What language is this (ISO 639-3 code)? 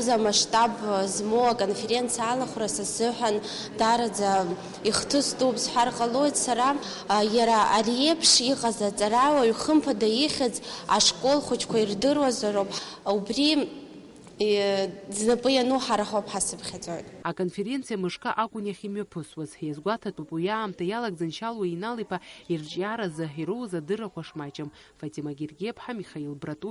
abk